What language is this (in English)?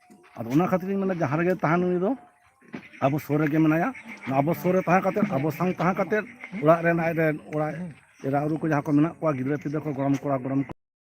Santali